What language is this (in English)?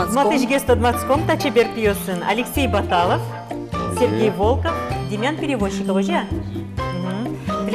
Udmurt